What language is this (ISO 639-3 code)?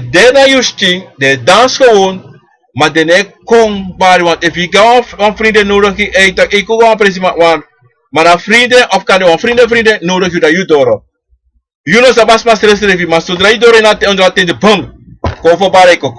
srn